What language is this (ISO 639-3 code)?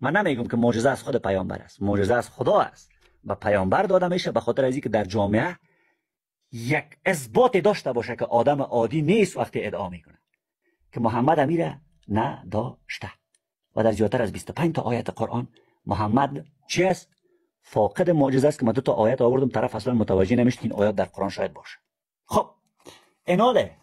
fas